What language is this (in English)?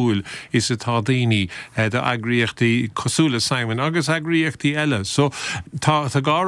Irish